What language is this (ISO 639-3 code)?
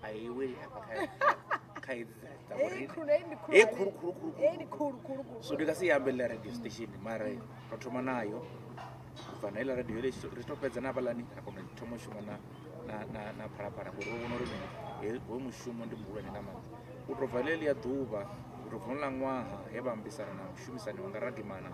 ven